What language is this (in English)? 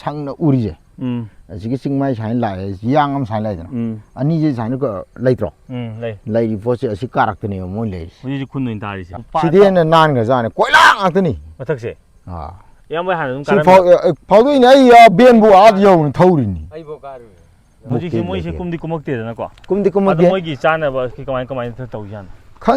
Manipuri